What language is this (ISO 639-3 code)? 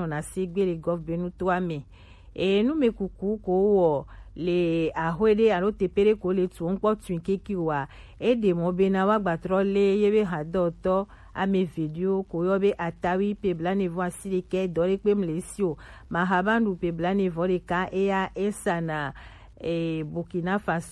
gej